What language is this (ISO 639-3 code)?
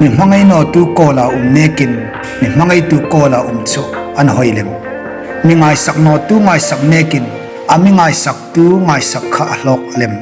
hmr